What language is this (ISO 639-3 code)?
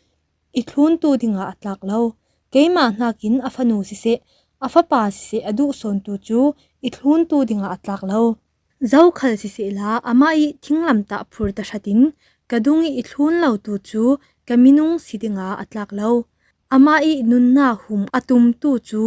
cfm